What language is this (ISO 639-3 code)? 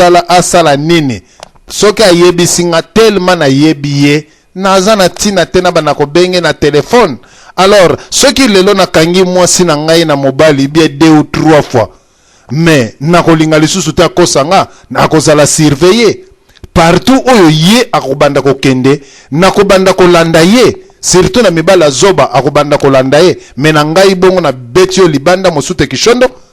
lin